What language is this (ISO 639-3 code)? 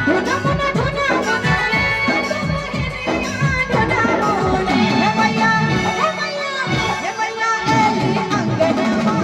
mai